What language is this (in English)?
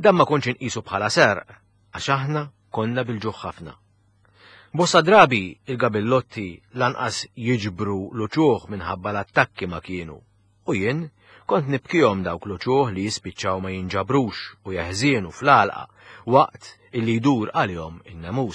Maltese